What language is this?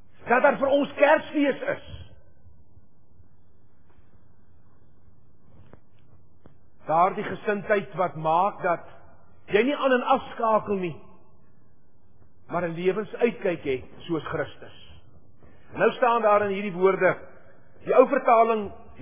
Afrikaans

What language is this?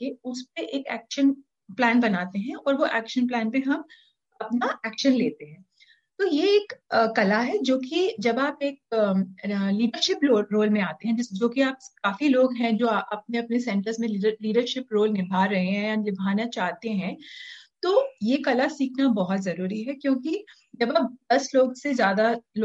Hindi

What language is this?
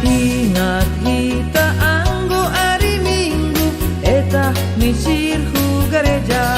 Batak Simalungun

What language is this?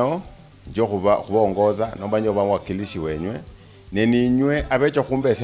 Luyia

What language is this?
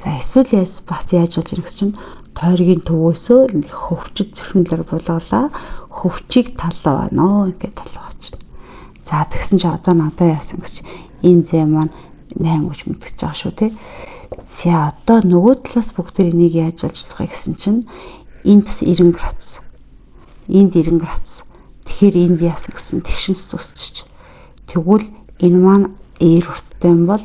Mongolian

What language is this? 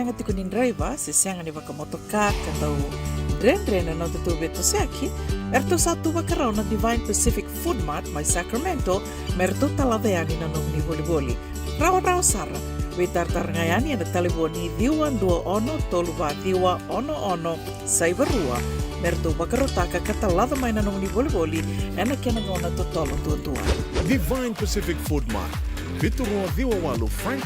Fijian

